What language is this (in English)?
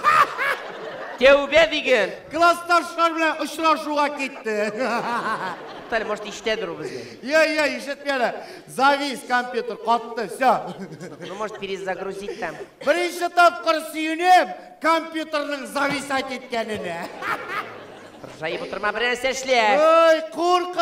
Tatar